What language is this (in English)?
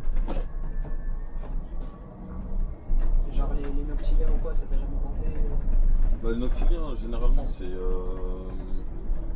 French